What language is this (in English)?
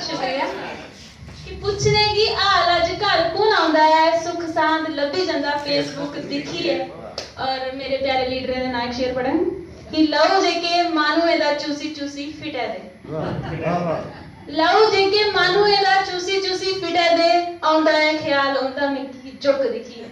Dogri